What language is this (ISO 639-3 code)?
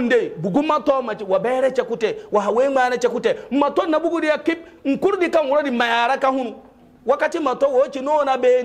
hau